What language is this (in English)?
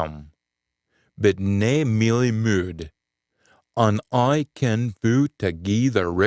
Scots